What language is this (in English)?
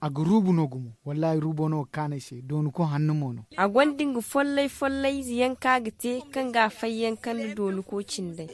Zarma